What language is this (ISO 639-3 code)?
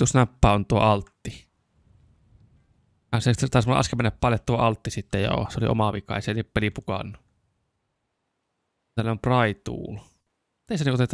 fin